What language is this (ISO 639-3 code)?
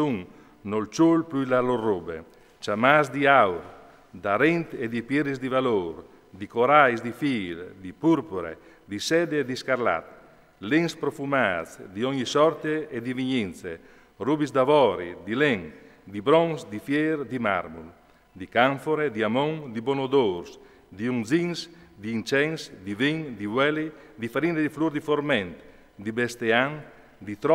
fur